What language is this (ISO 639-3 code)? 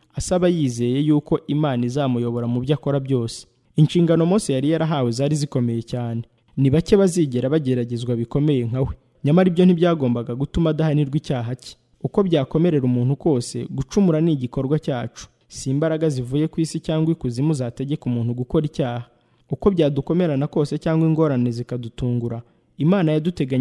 kin